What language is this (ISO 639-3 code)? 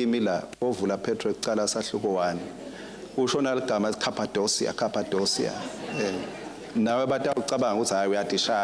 ssw